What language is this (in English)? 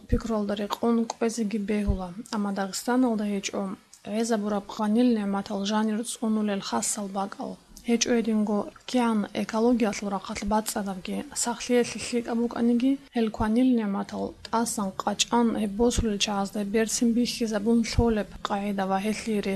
Avaric